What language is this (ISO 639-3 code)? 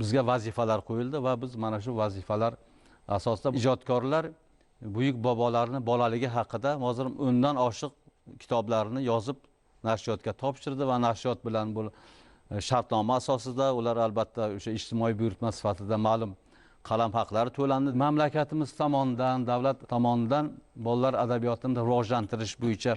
uzb